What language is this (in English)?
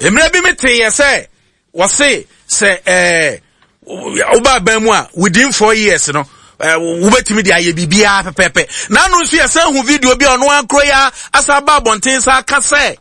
Akan